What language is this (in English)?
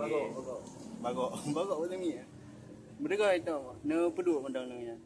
Achinese